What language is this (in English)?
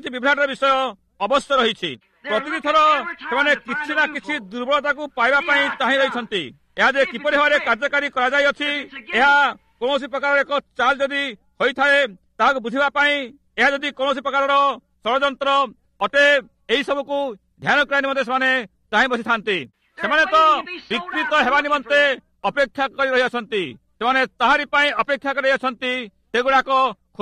Odia